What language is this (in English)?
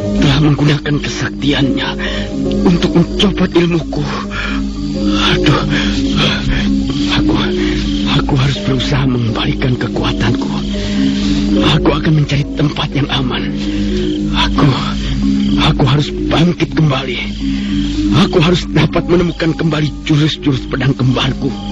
Indonesian